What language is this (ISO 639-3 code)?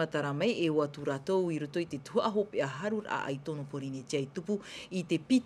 tah